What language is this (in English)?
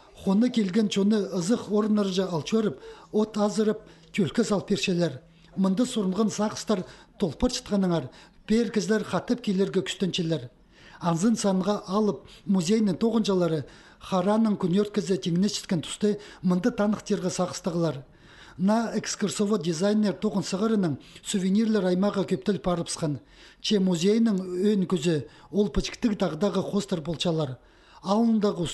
Khakas